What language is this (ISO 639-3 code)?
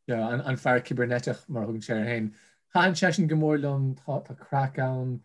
gle